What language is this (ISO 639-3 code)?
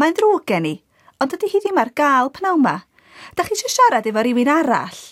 cym